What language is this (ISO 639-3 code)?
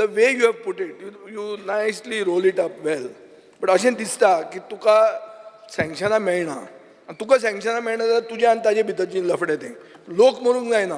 kok